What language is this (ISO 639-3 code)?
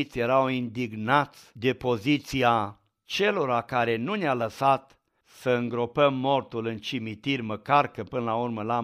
ron